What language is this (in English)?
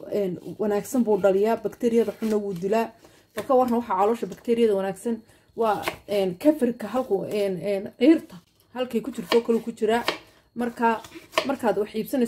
Somali